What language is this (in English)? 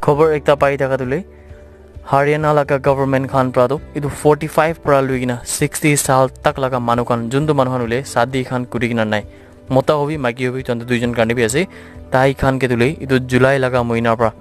Naga Pidgin